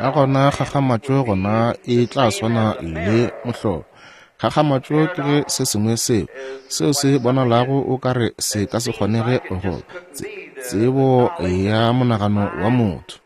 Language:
Northern Sotho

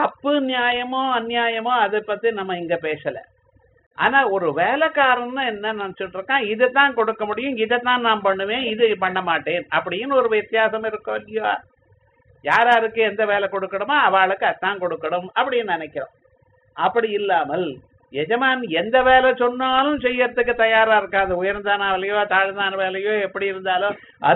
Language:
Tamil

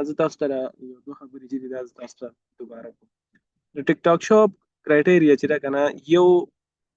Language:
Pashto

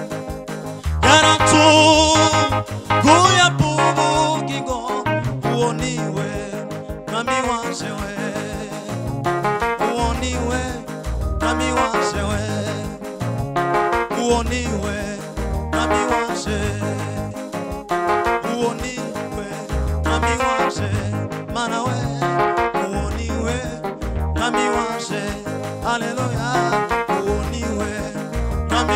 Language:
Kinyarwanda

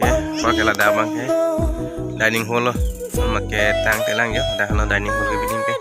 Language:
Karbi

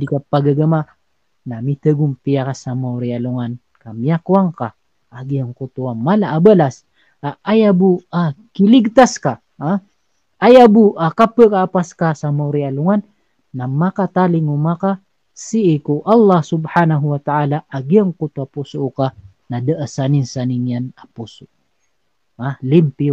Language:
Maranao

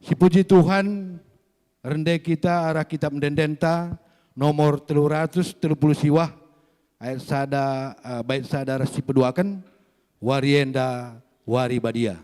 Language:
Batak Karo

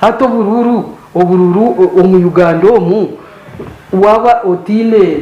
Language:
Nyankole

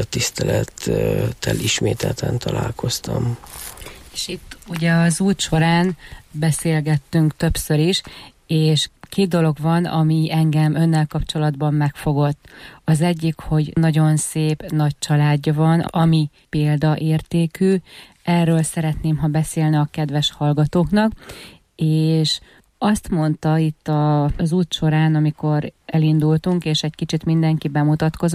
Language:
Hungarian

